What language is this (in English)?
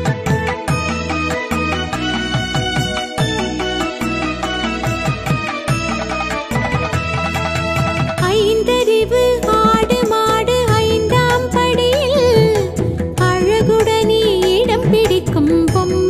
Tamil